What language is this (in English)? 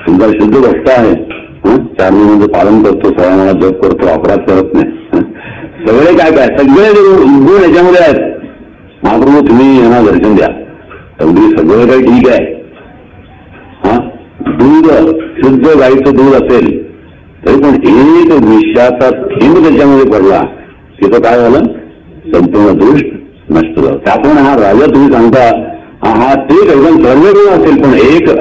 Marathi